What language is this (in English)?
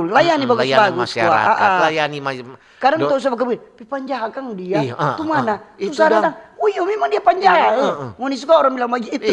Manado Malay